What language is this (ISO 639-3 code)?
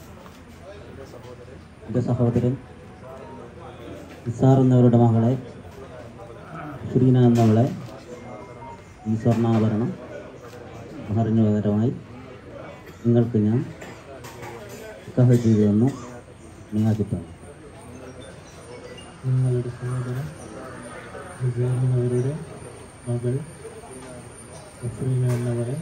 mal